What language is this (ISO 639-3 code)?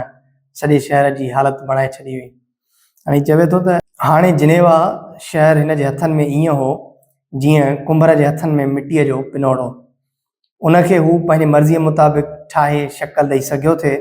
snd